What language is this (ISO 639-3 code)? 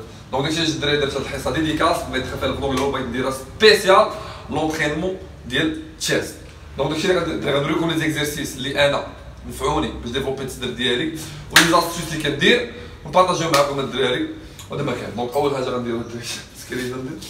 ary